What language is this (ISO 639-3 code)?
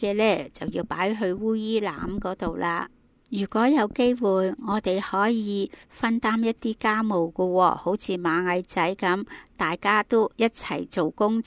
yue